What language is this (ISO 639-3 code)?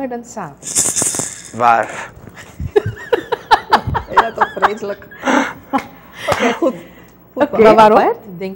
nld